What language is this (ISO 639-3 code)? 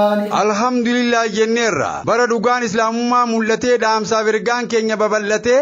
orm